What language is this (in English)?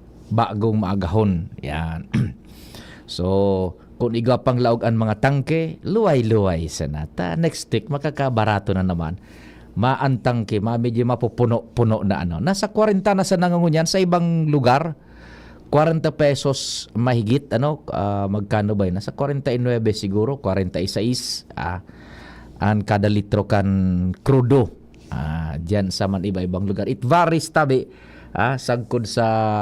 Bikol